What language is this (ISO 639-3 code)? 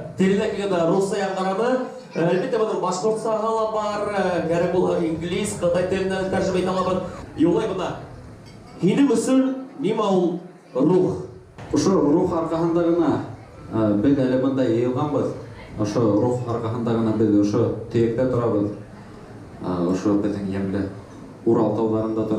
bak